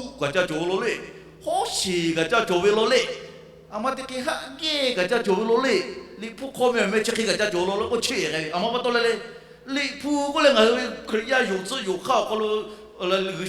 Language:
Lahu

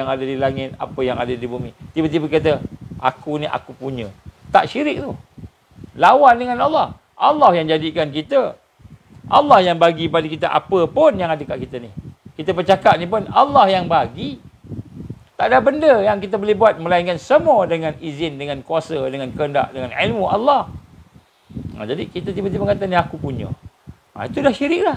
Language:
Malay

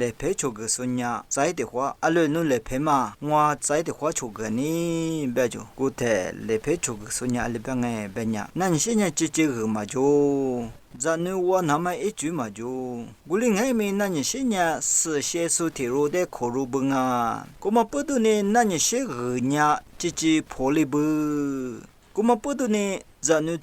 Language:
Lisu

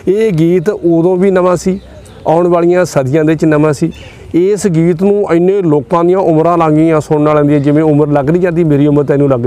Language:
Punjabi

